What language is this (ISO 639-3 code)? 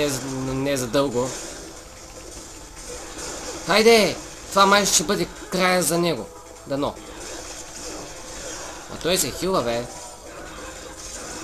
bul